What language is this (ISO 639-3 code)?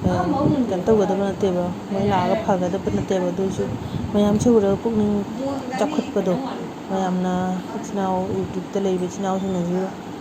mni